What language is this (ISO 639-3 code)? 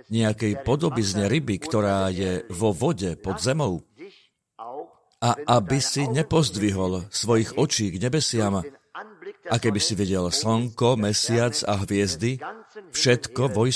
slk